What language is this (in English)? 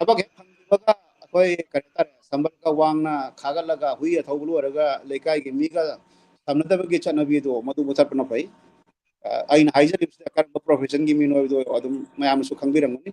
Manipuri